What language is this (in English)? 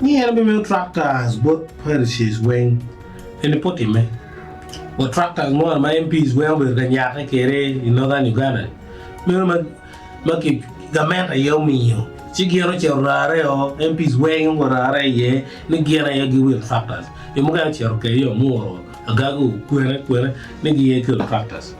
Acoli